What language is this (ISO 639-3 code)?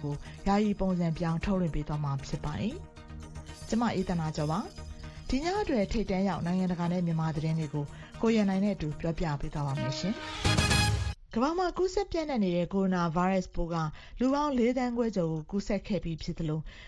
mya